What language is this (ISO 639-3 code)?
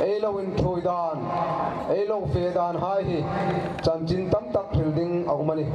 hmr